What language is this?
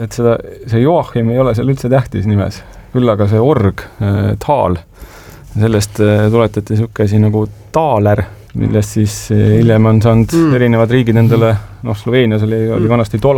Estonian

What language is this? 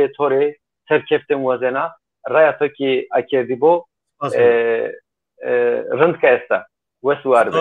Zaza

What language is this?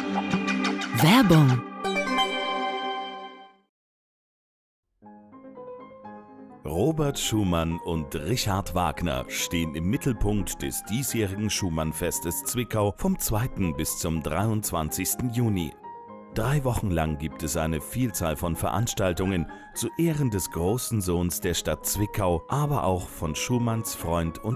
German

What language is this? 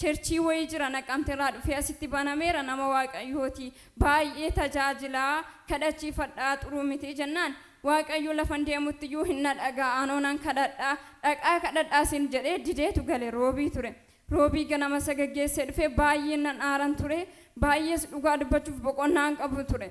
Oromo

